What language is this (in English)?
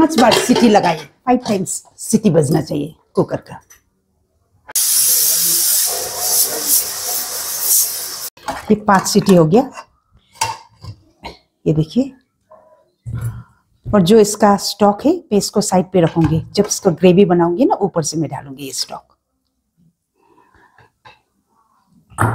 Hindi